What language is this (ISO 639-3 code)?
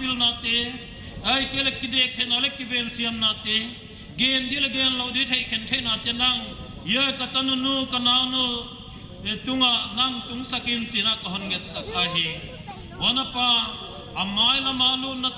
pck